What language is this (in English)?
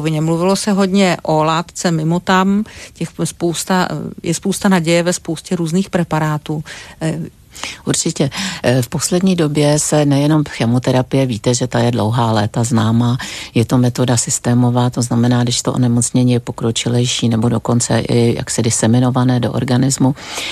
Czech